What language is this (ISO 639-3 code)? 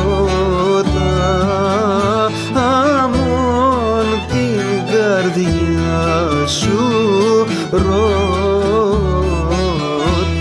ell